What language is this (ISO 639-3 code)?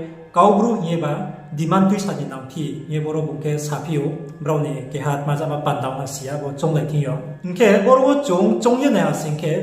ria